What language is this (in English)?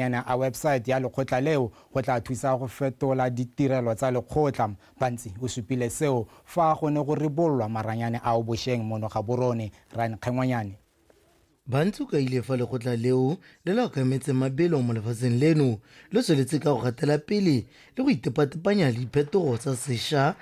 Tswana